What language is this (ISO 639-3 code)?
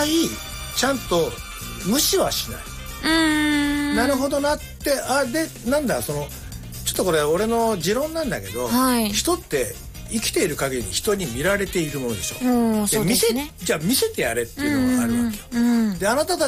jpn